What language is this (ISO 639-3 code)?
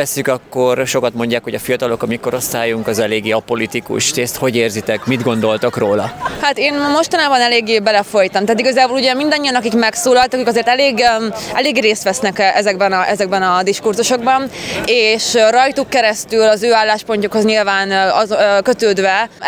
hun